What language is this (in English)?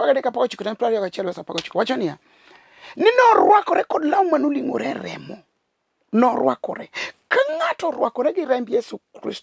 Luo (Kenya and Tanzania)